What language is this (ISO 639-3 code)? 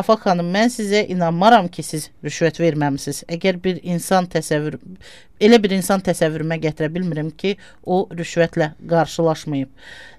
aze